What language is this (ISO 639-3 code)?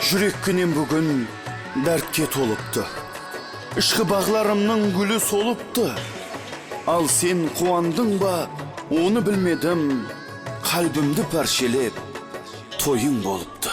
kaa